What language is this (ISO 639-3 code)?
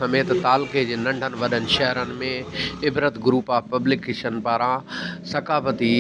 snd